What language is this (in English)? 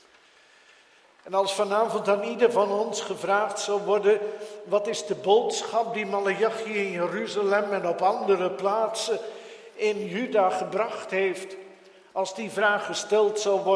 Dutch